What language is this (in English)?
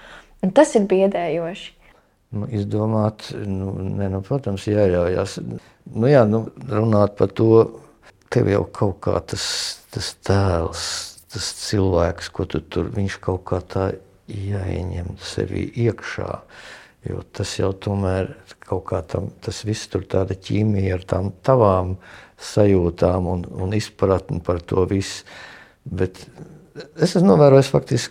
Latvian